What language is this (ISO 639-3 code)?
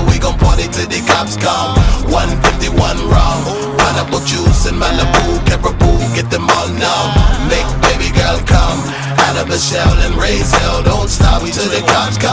eng